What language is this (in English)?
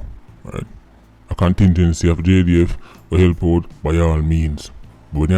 Jamaican Creole English